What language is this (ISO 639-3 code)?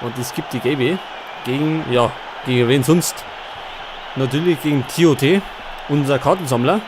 bar